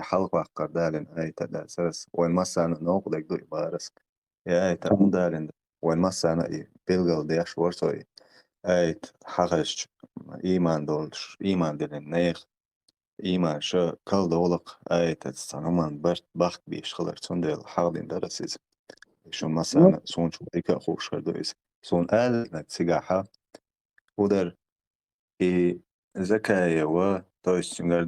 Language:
Chechen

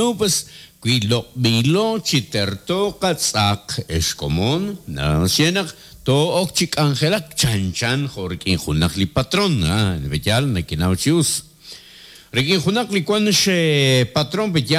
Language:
Kekchí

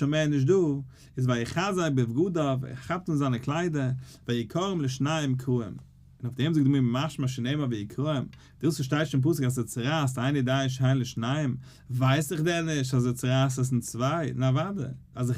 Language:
Yiddish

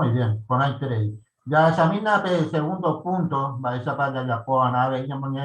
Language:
Guarani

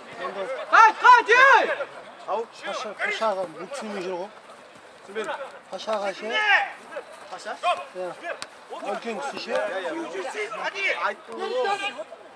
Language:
Kazakh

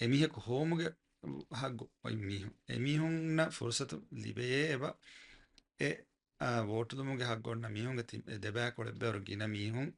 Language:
Divehi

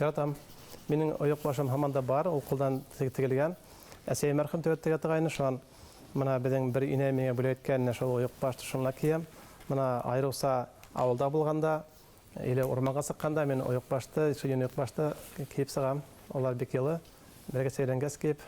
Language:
Bashkir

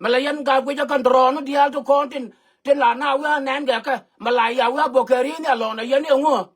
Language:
Nuer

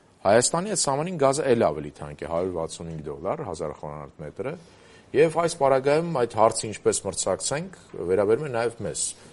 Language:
Armenian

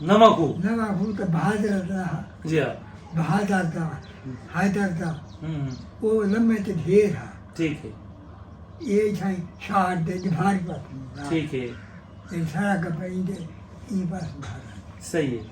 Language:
Saraiki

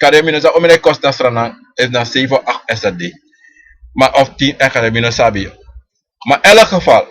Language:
Sranan Tongo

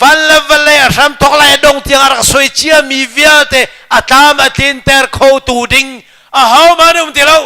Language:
Hakha Chin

